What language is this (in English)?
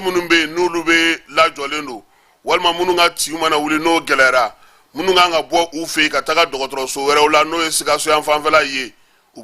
Bambara